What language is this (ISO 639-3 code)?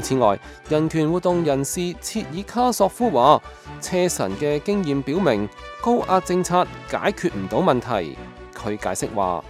yue